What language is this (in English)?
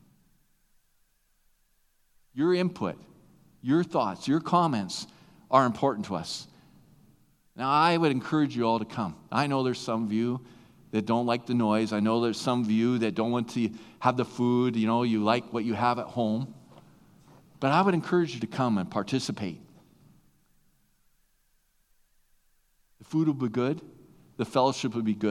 English